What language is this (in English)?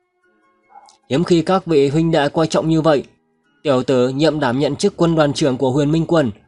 Vietnamese